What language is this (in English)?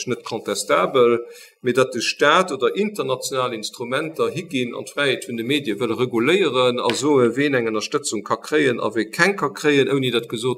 Luxembourgish